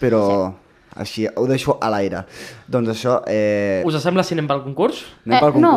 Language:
Catalan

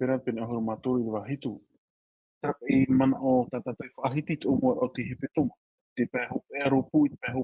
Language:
Tahitian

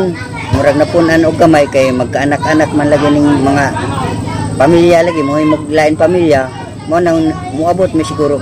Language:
Cebuano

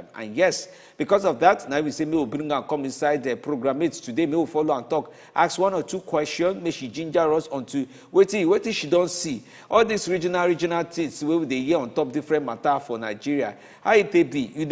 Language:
Nigerian Pidgin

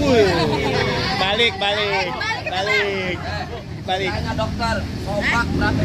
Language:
Betawi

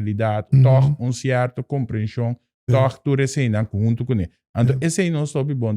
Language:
Papiamento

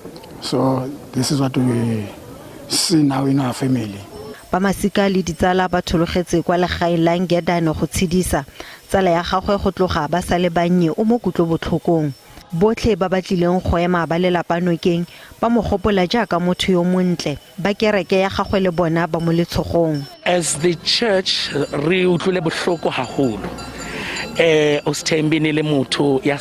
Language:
Tswana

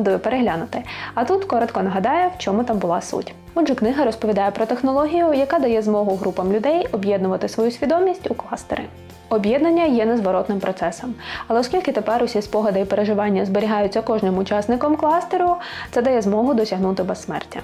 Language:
Ukrainian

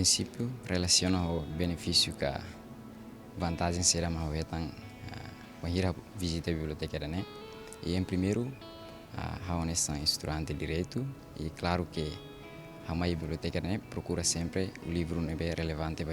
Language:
Tetum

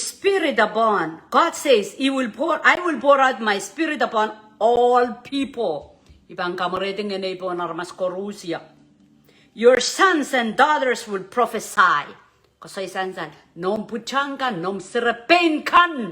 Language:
Pohnpeian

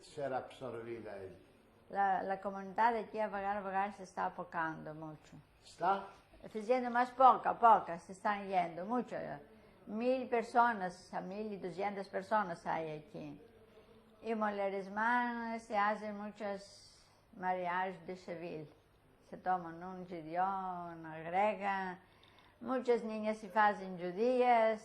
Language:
Ladino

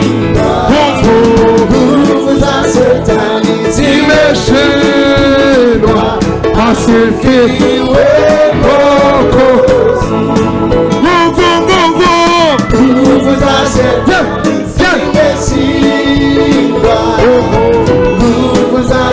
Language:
Kinyarwanda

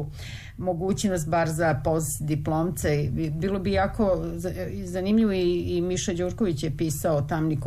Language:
Serbian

